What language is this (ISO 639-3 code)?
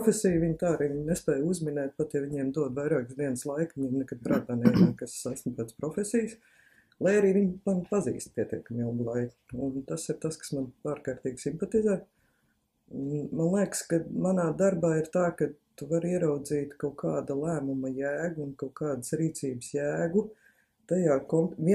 lav